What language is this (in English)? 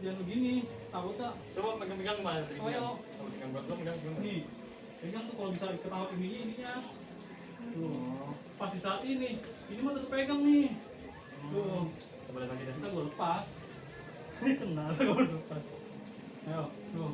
Betawi